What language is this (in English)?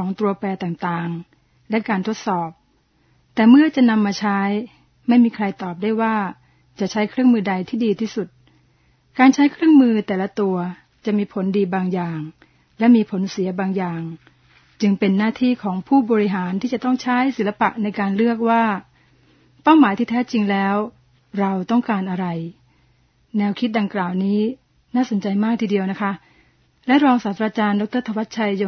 Thai